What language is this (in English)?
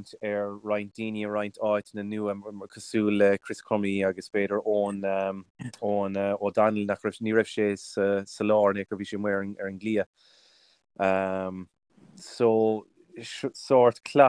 Irish